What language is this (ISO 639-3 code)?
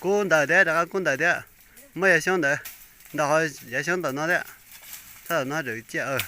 hmn